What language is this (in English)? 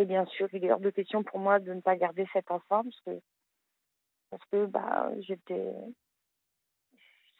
French